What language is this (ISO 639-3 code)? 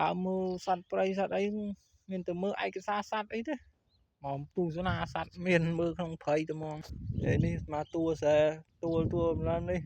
khm